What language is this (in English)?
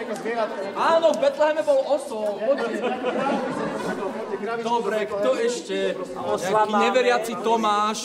Slovak